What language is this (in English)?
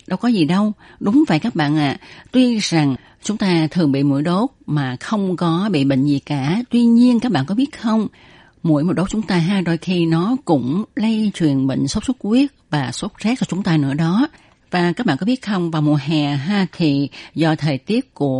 Vietnamese